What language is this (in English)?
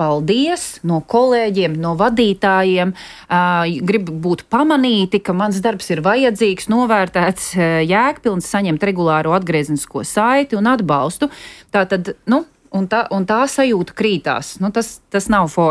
Latvian